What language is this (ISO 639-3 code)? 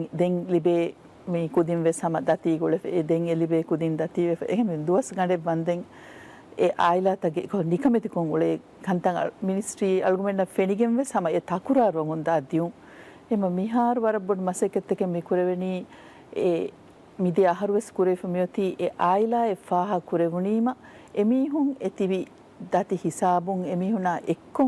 div